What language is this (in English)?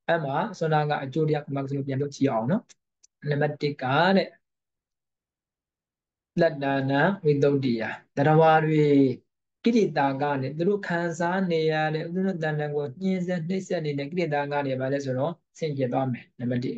Burmese